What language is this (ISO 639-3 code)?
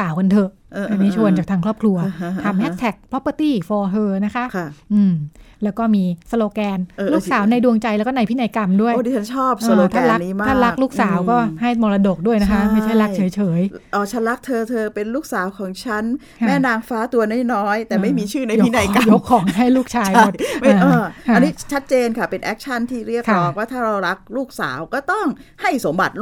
tha